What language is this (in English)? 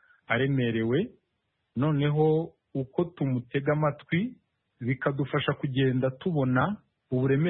Kinyarwanda